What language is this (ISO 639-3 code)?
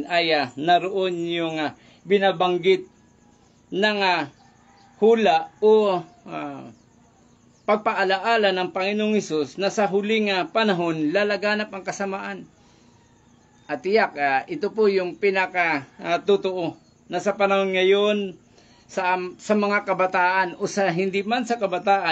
fil